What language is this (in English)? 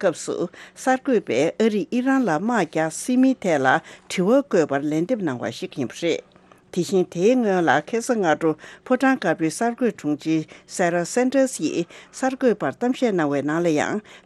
Tibetan